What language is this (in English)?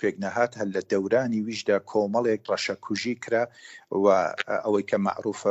Central Kurdish